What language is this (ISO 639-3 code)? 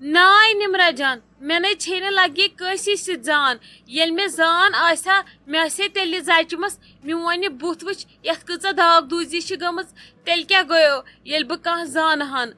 kas